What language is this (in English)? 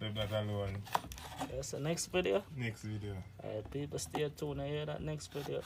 Jamaican Creole English